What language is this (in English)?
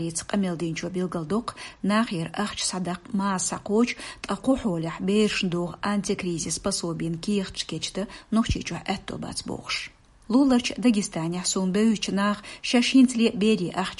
Chechen